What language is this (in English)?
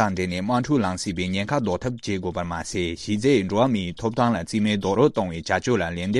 Tibetan